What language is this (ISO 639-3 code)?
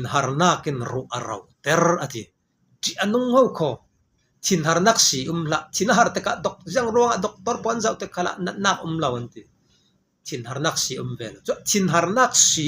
cfm